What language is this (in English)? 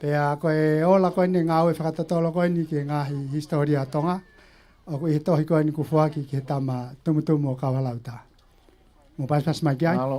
Tongan